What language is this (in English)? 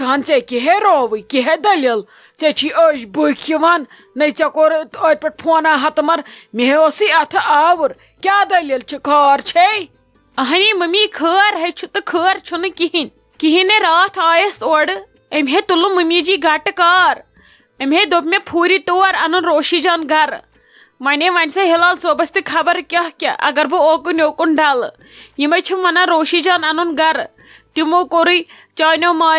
Kashmiri